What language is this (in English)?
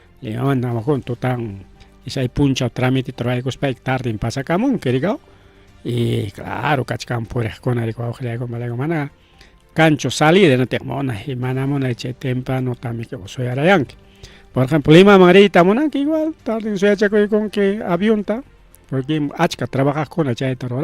Ayacucho Quechua